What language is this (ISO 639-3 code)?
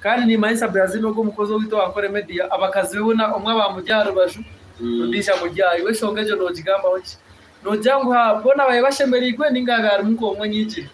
nyn